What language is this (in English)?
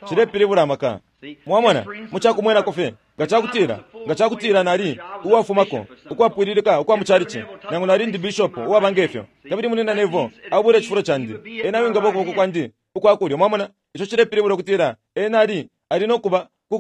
Bemba